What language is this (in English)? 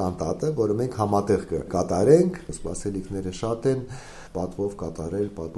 Armenian